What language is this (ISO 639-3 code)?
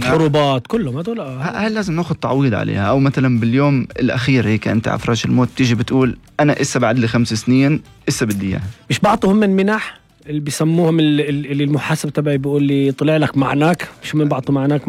apc